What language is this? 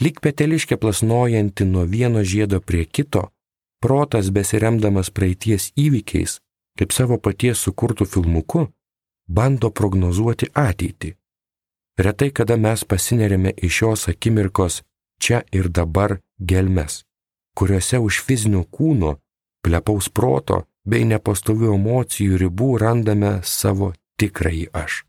Lithuanian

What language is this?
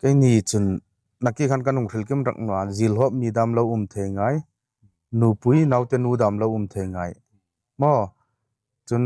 Hmar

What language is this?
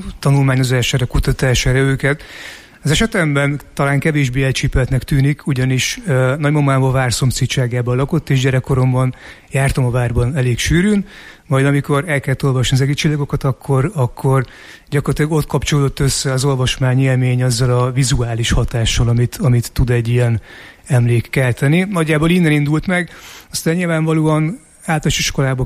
Hungarian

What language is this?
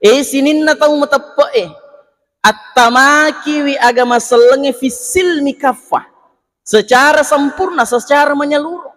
Buginese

